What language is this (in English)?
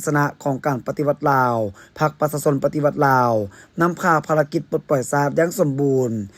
Lao